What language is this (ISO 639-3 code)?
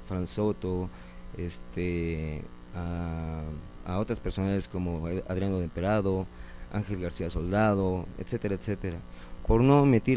spa